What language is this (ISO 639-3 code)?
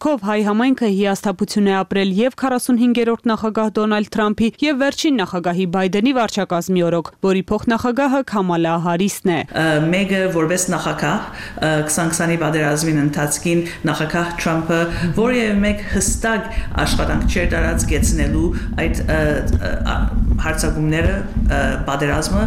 hye